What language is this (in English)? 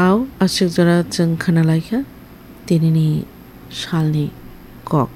Kok Borok